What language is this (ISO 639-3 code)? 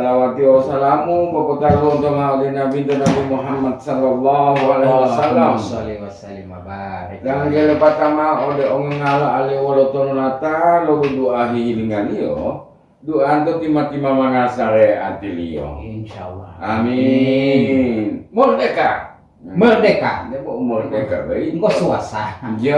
gor